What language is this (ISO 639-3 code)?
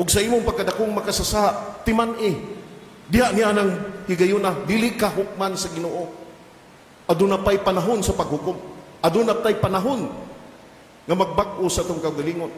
ceb